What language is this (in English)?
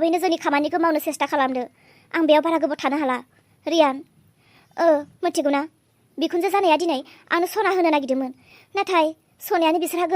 Bodo